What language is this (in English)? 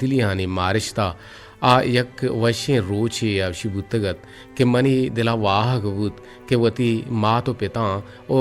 Eastern Balochi